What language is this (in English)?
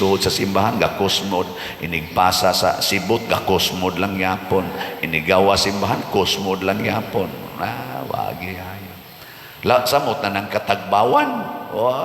Cebuano